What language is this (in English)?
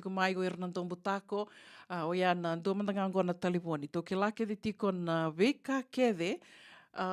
Fijian